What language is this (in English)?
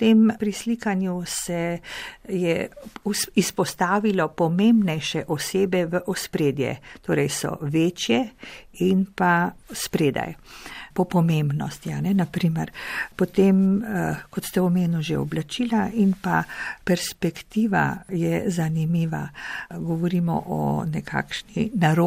Slovenian